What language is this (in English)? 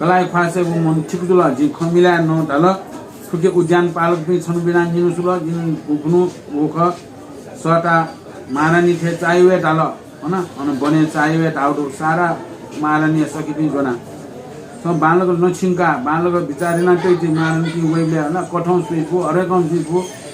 Newari